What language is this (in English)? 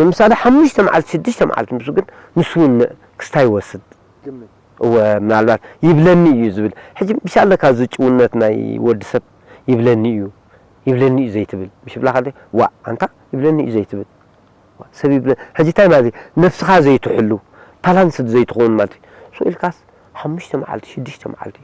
Tigrinya